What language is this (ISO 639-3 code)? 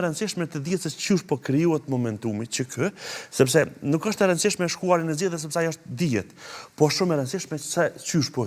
sqi